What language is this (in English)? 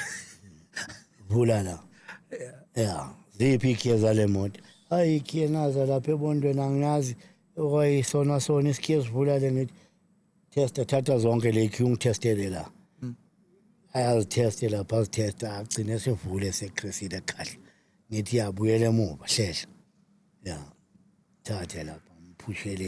Zulu